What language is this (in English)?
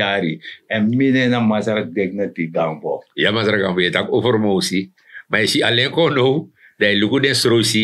Sranan Tongo